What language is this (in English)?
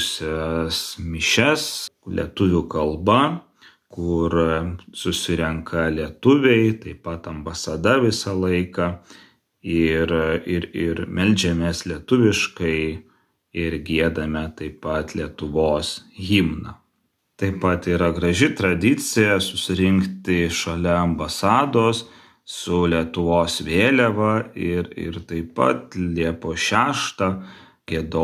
Lithuanian